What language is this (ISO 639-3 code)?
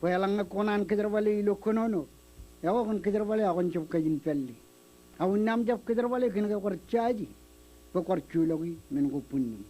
mah